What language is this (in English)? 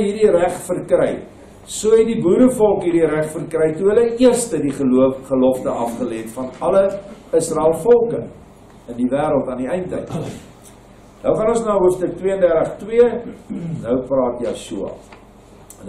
Afrikaans